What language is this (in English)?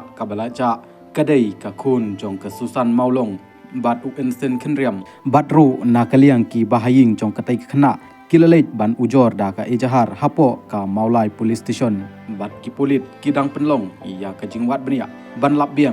Khasi